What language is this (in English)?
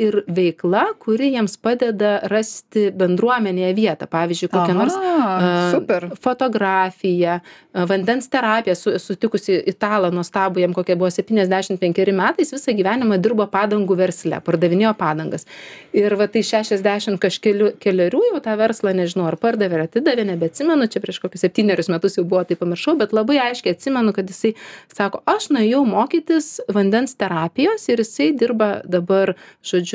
Lithuanian